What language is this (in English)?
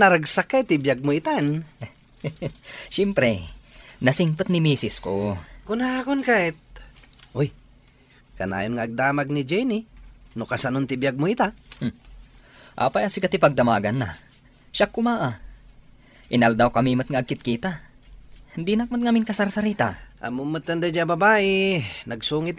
Iloko